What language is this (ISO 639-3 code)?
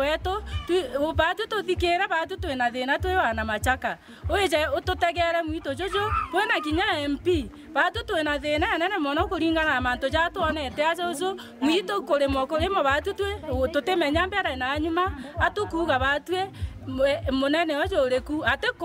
mer